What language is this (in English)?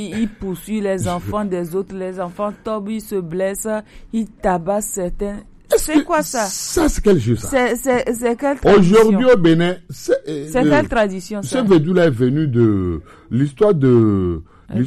French